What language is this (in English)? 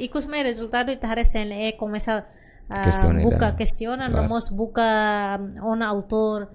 Tetum